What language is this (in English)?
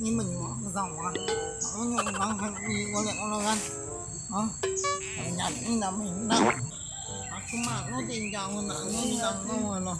Minangkabau